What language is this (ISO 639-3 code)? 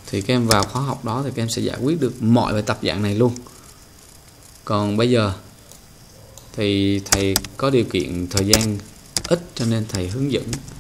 vie